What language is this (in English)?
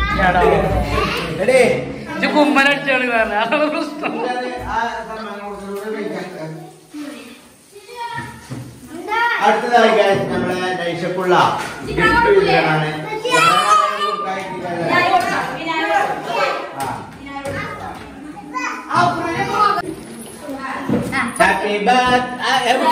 Malayalam